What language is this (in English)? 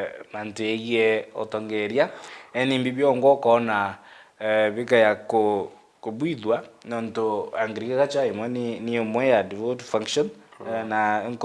Meru